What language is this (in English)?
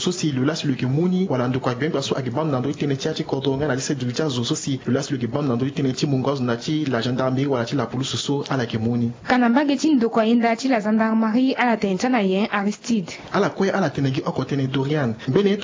Sango